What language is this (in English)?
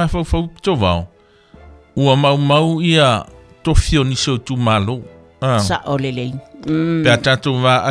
Samoan